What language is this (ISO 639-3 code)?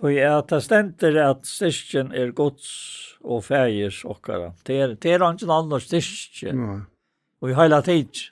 fao